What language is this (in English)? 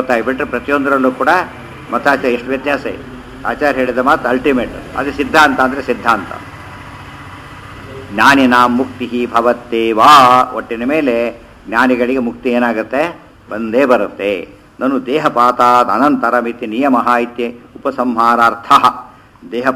Kannada